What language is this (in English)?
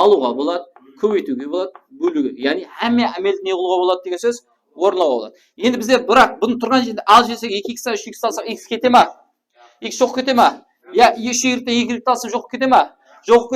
Kara-Kalpak